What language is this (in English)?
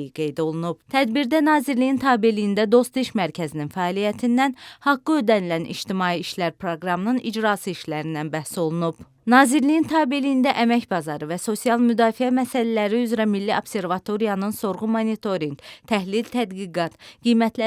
Azerbaijani